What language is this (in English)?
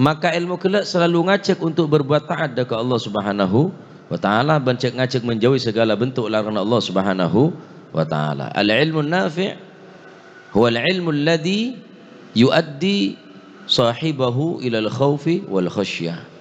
Madurese